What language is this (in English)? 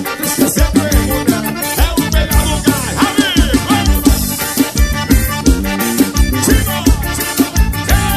Portuguese